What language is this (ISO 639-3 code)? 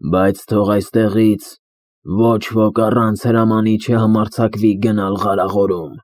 hye